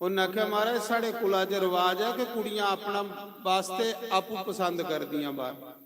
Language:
Dogri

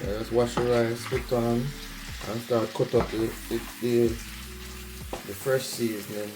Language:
Jamaican Creole English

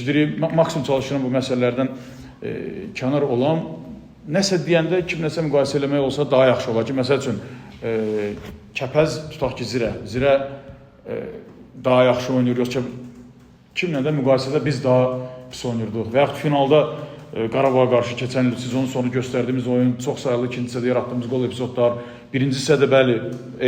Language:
Azerbaijani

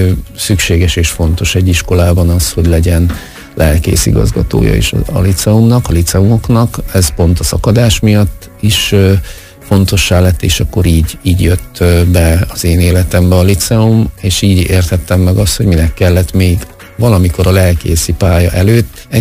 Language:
Hungarian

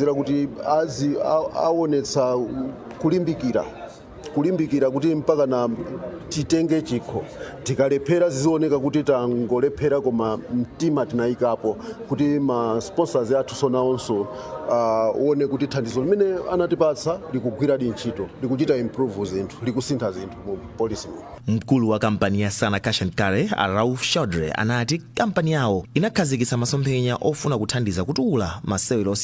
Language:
Nyanja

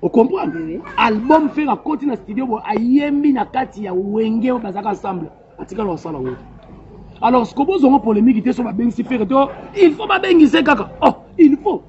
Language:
Lingala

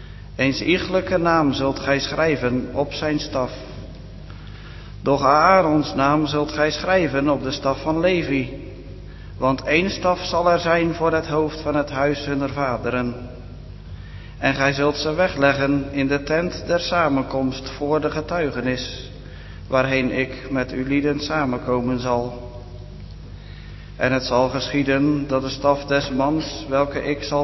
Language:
Dutch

